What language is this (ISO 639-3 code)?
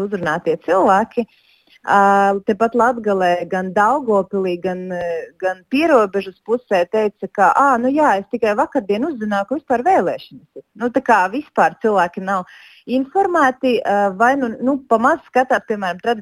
lav